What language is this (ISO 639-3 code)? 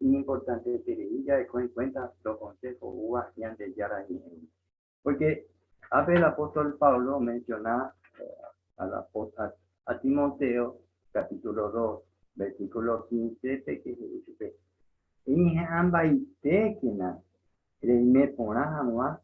grn